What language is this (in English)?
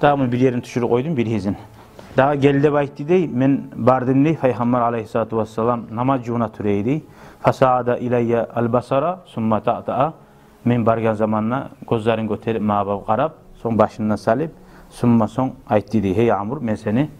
Kumyk